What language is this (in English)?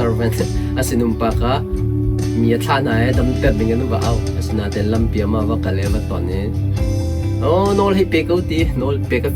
Hakha Chin